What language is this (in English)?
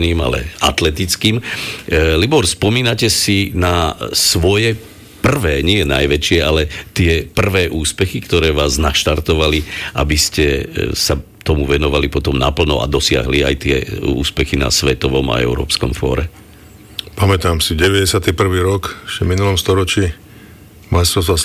Slovak